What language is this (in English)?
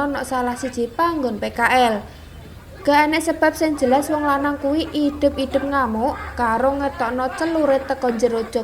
Javanese